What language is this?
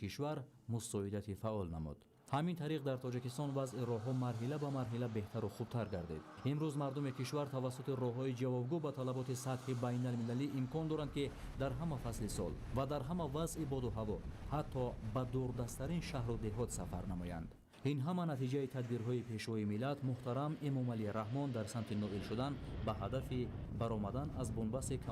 Tajik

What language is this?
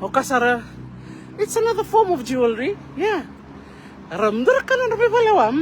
Fijian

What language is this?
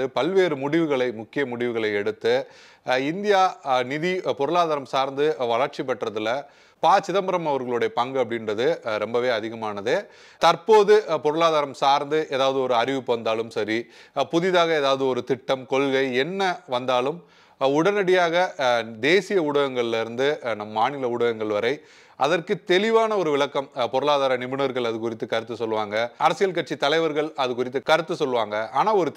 Tamil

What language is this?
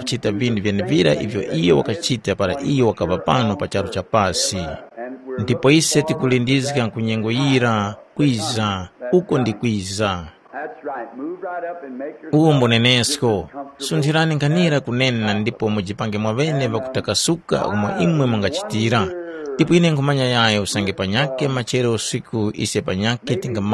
Tumbuka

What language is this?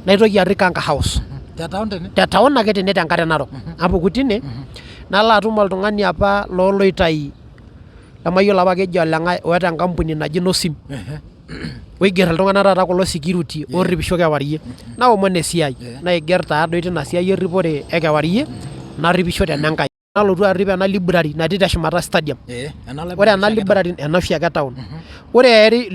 Masai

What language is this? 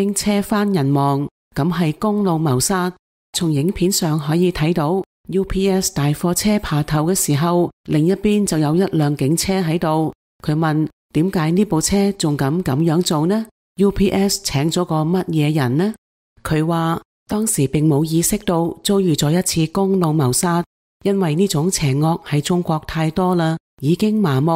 Cantonese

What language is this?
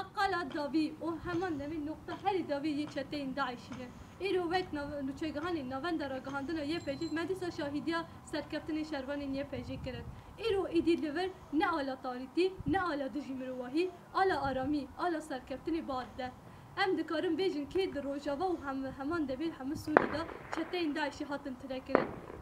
Kurdish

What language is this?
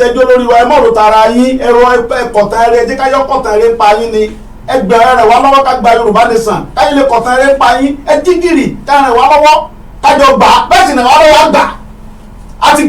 Yoruba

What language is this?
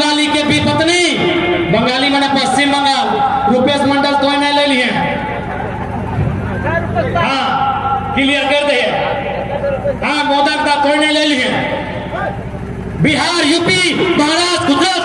Hindi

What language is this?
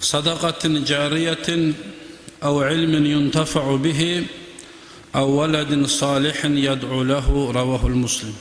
Kumyk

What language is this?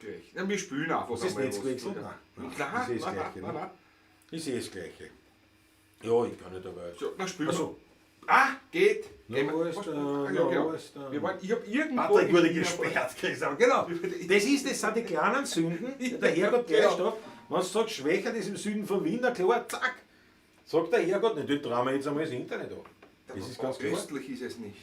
Bavarian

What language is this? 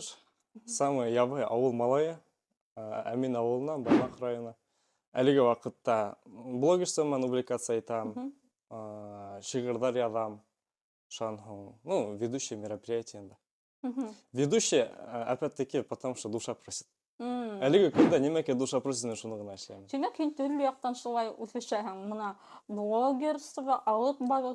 Bashkir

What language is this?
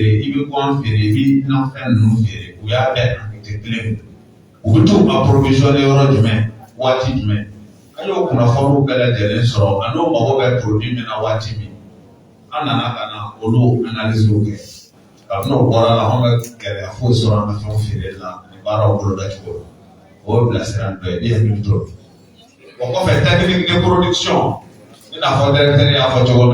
Bambara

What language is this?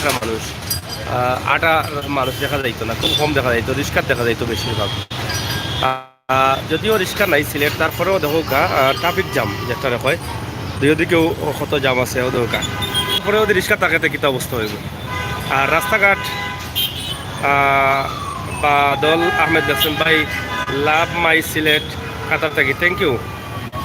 Sylheti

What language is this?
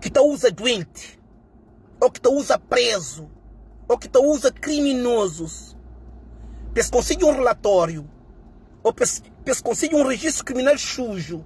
Kabuverdianu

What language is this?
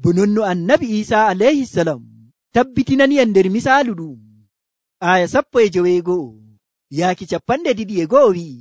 Nigerian Fulfulde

